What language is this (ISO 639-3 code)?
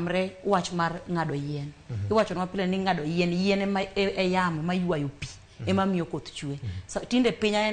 luo